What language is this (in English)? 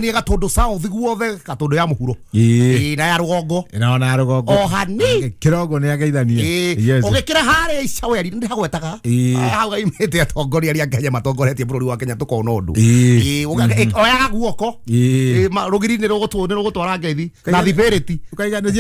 Kikuyu